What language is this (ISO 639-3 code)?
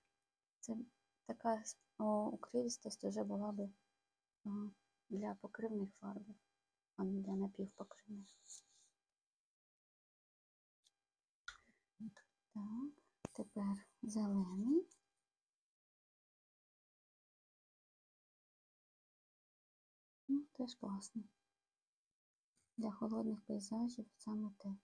ukr